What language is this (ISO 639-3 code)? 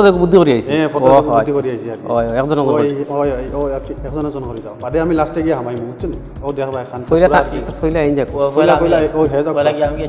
syl